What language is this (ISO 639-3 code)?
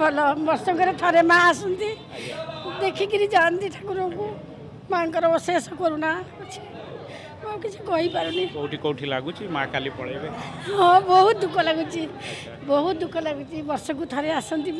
ori